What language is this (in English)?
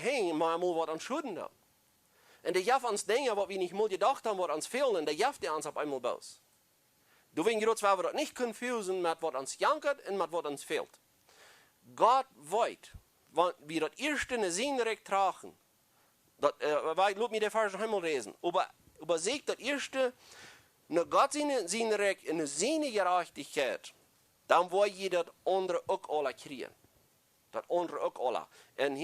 Plautdietsch